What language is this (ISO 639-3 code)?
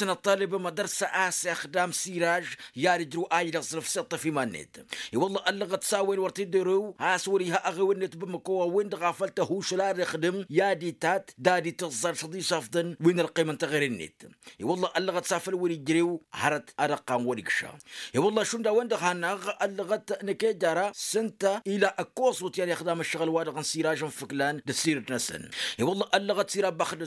taq